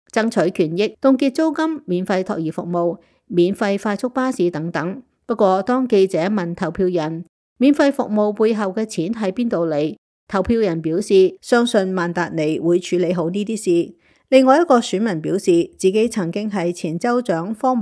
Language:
Cantonese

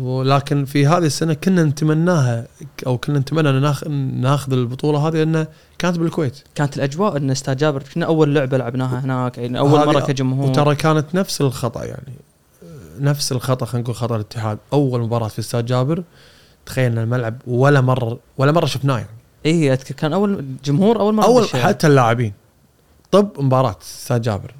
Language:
Gulf Arabic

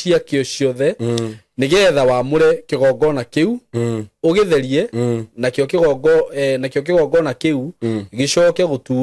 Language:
Kikuyu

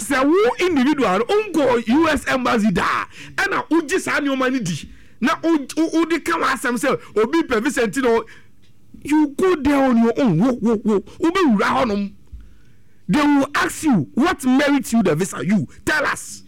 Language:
Akan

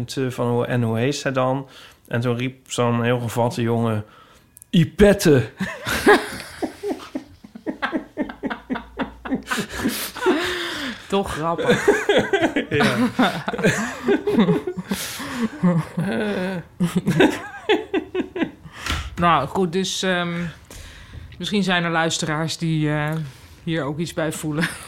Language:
Dutch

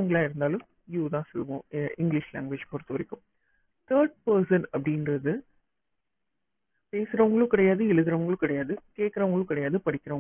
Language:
Tamil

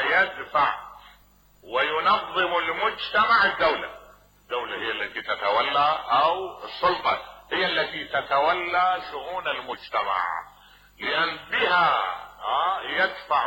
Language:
Mesopotamian Arabic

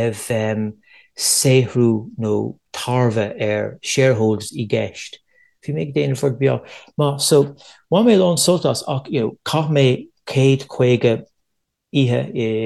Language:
Irish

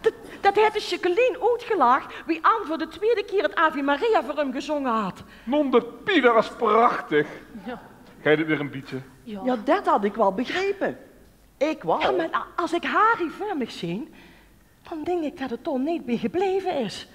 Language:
Limburgish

